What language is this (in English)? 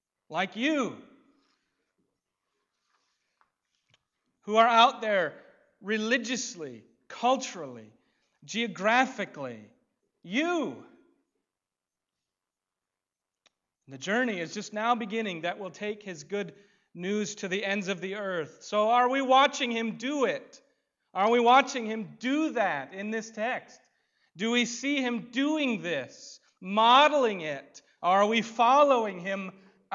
English